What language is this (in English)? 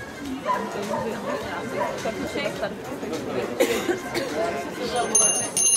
Czech